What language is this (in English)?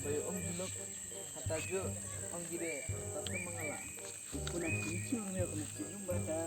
Khasi